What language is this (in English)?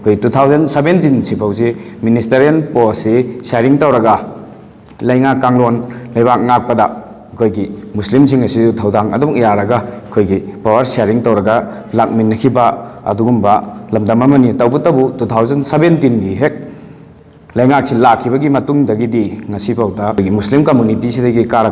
Manipuri